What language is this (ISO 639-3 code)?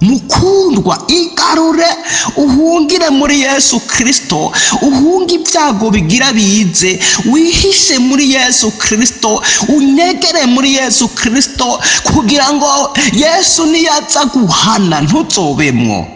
run